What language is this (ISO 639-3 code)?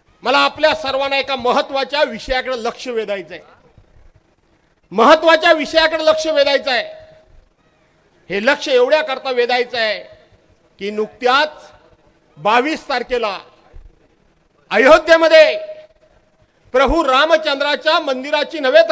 mar